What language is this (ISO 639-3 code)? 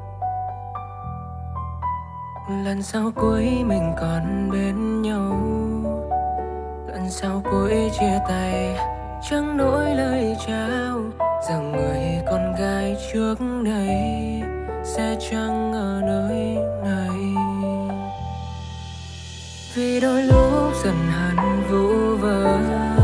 vie